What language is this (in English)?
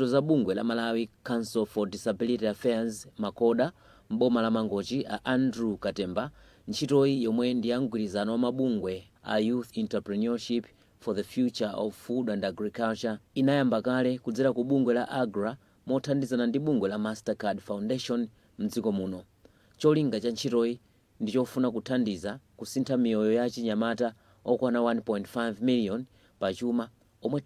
Nyanja